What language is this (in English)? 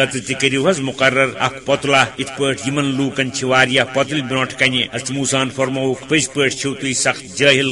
Kashmiri